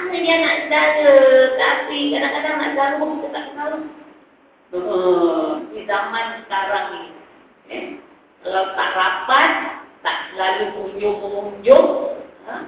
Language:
Malay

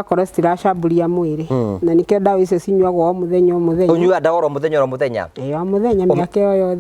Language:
Kikuyu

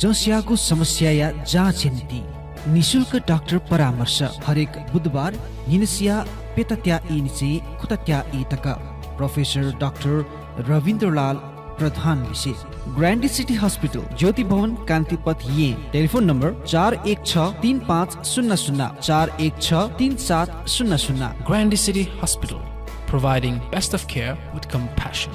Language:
Newari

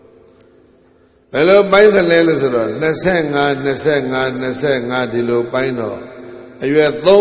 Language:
Burmese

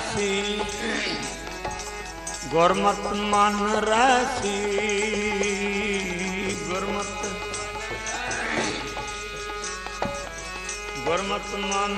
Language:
Punjabi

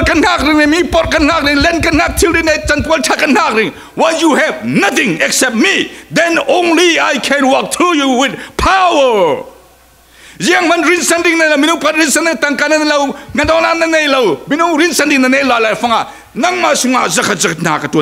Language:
Falam Chin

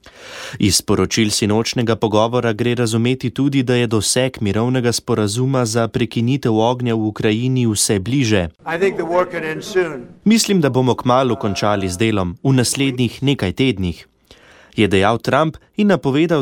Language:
Slovenian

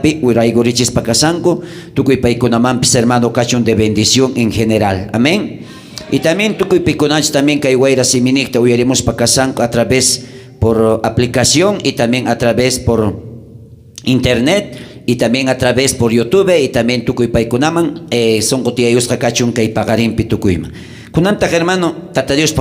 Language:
South Bolivian Quechua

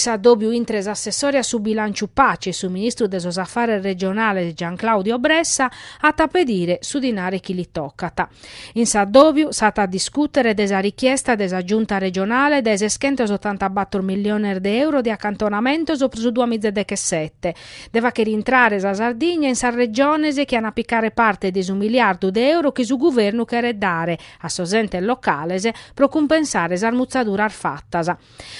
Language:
Sardinian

